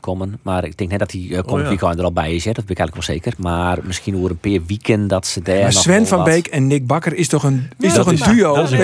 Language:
Western Frisian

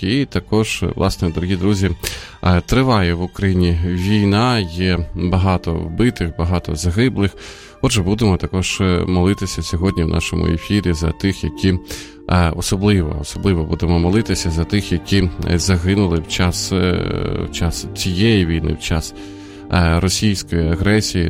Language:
Ukrainian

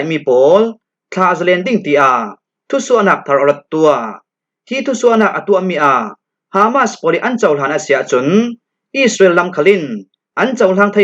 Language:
Falam Chin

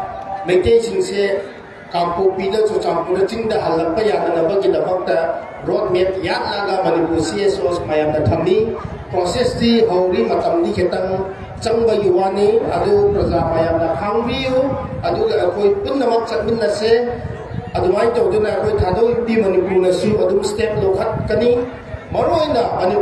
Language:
Manipuri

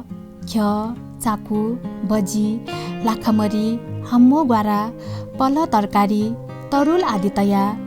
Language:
Newari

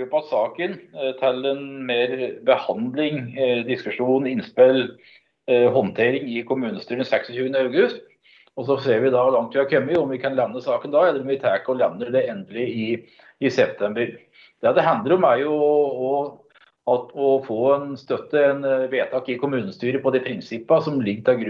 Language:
Norwegian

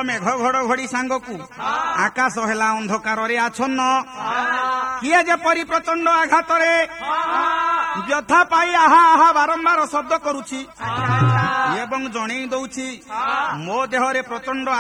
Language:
Odia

